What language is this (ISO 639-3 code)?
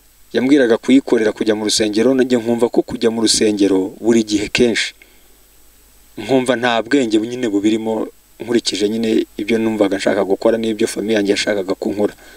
kin